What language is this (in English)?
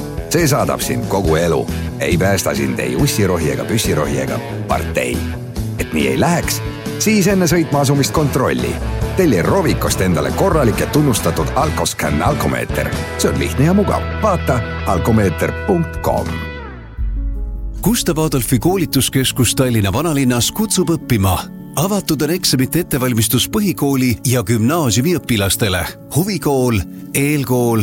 Estonian